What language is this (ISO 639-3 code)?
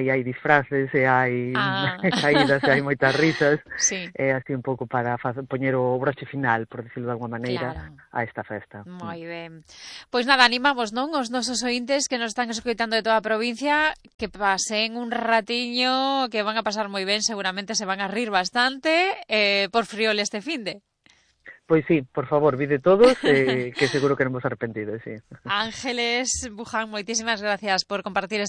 glg